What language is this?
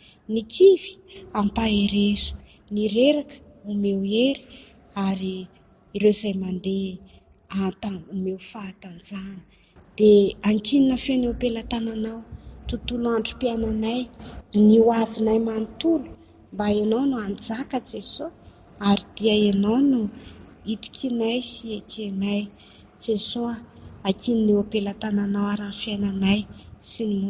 Malagasy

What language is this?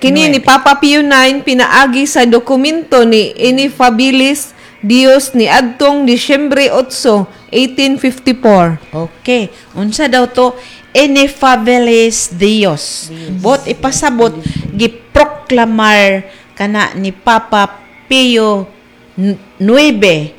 Cebuano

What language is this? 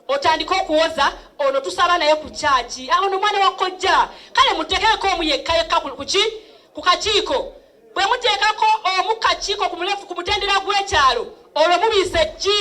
Ganda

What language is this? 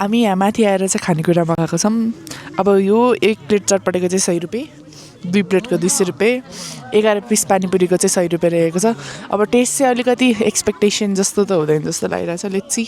Nepali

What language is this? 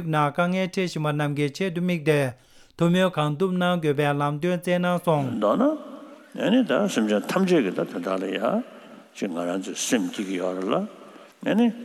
Tibetan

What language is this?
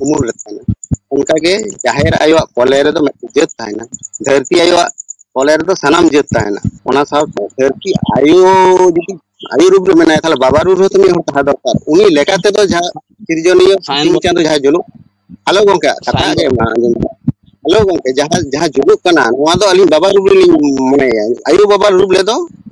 Santali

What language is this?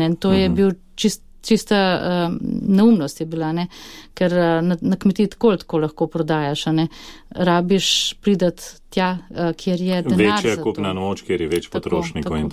Slovenian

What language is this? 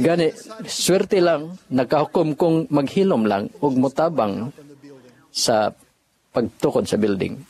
Cebuano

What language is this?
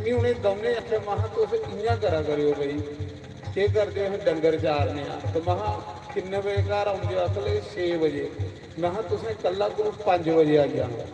Dogri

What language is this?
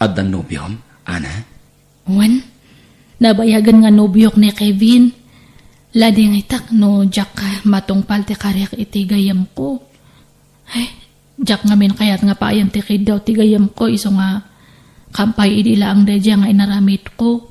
Iloko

